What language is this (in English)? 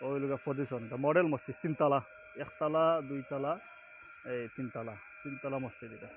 Sylheti